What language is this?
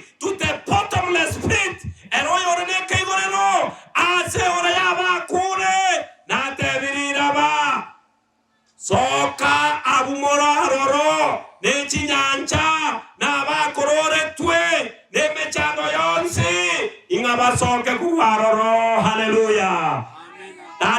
Gusii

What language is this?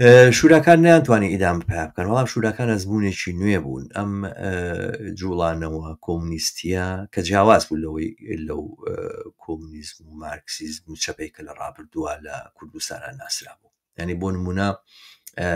Central Kurdish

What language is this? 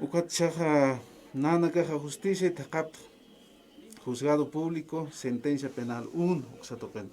Aymara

